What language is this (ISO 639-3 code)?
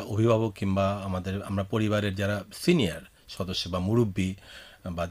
ben